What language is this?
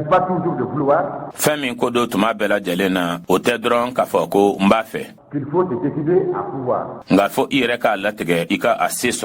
Bambara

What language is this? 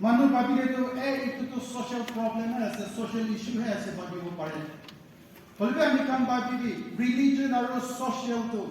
Naga Pidgin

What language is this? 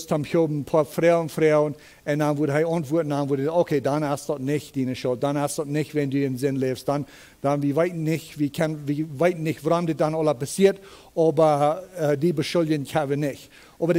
Plautdietsch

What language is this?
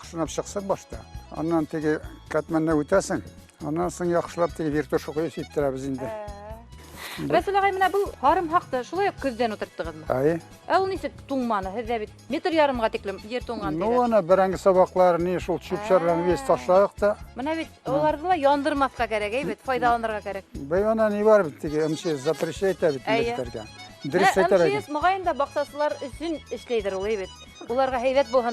Bashkir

